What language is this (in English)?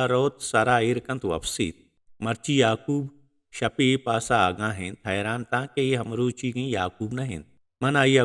Baluchi